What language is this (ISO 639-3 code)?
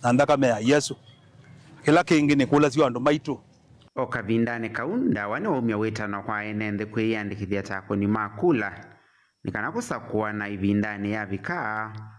kam